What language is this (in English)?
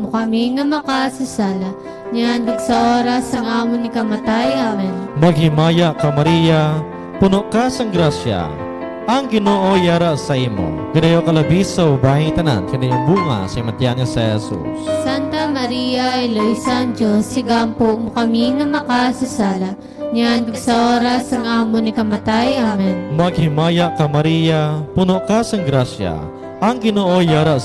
Hiligaynon